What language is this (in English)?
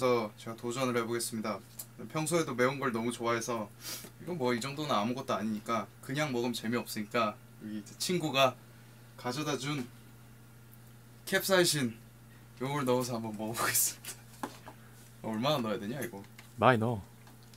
Korean